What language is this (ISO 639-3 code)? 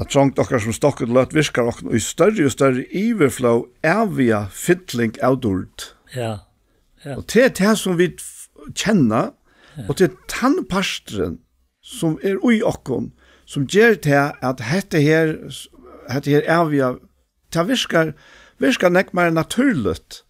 fao